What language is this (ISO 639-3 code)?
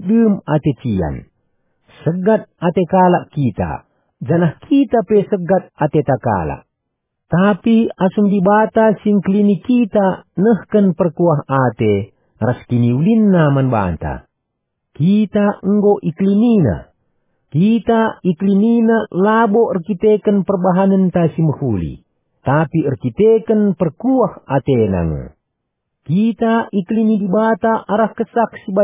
btx